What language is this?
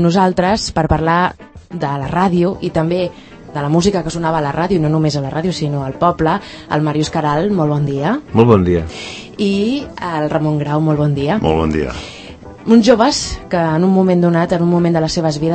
Catalan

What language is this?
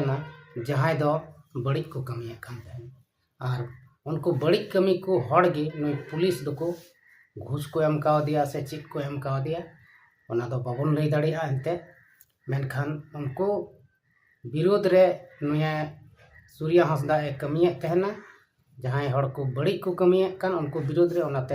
Santali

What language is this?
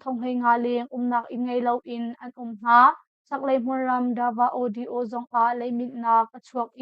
Hakha Chin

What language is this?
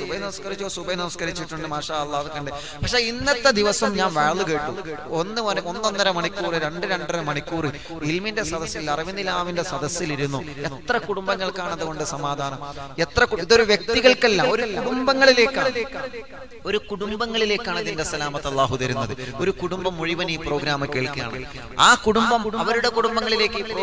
Malayalam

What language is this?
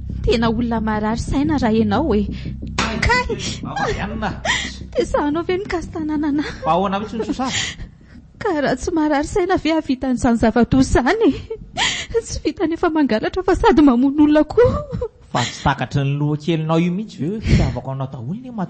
Malagasy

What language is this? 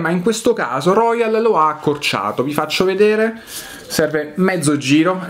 Italian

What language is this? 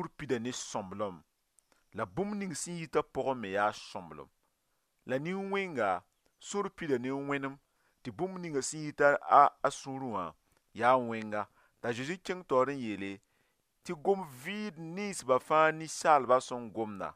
Mossi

